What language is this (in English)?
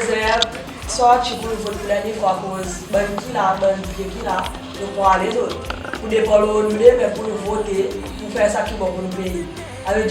Seselwa Creole French